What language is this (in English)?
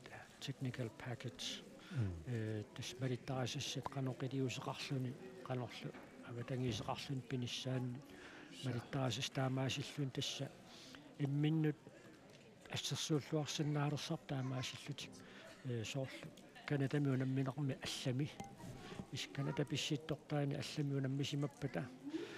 Kalaallisut